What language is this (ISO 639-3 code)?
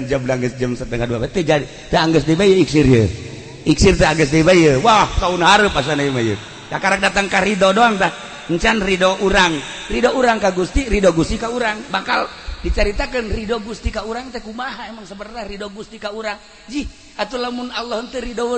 sun